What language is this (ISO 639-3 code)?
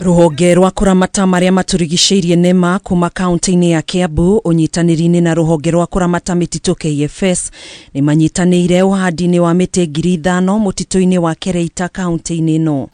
kik